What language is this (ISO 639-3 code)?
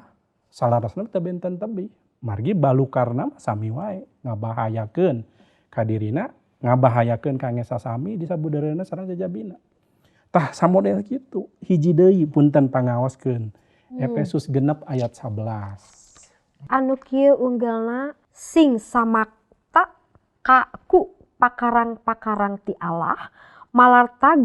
sun